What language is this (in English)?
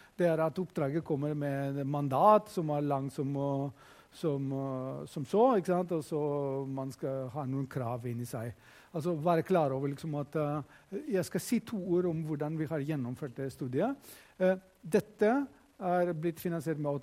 Norwegian